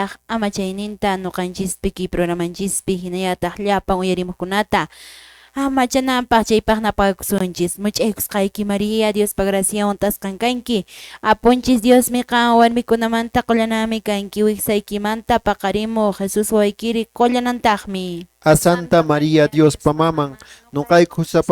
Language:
Quechua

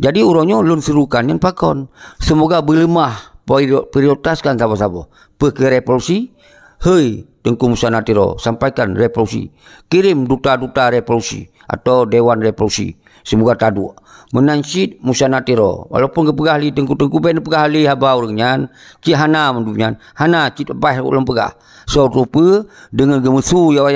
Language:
Achinese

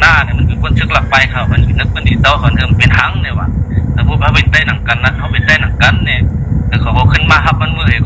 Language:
Shan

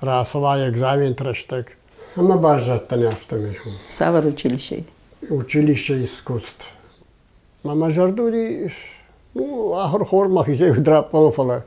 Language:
Ossetic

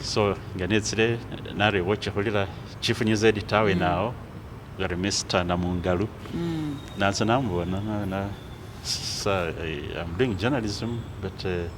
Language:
Masaaba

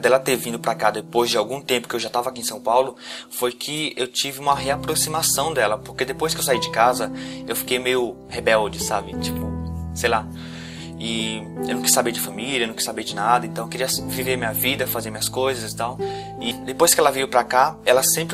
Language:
Portuguese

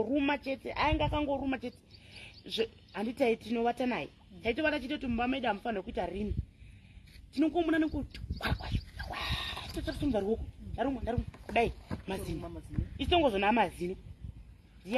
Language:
Shona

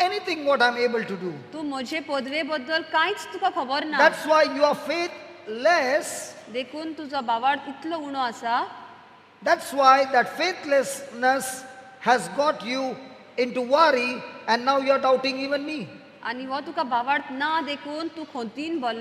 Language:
Konkani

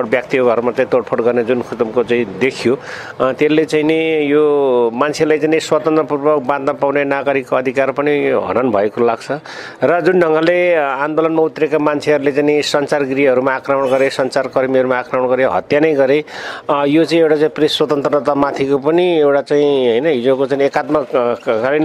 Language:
Nepali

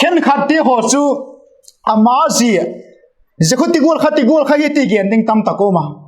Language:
Vaiphei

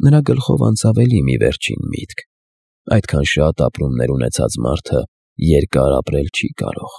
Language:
Armenian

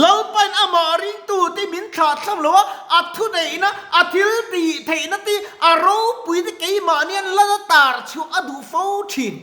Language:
Mizo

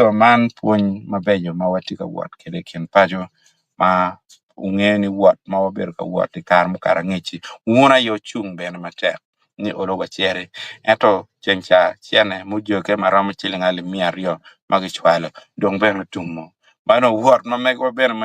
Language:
Acoli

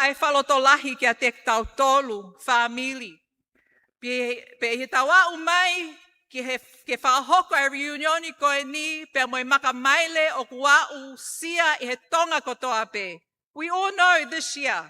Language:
Tongan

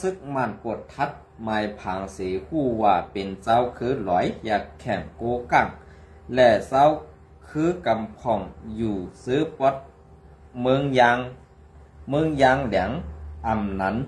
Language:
Shan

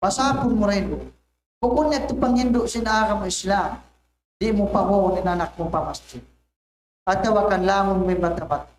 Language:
Tausug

